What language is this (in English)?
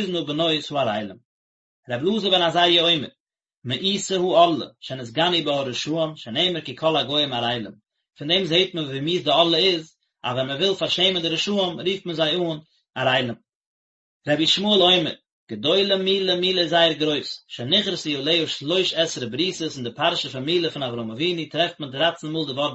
Yiddish